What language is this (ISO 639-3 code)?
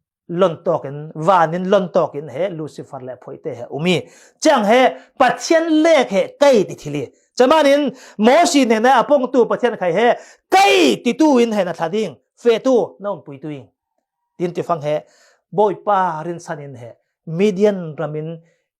cfm